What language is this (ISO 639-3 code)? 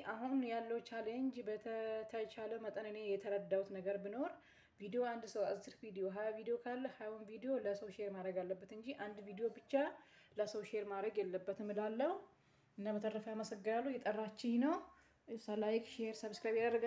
amh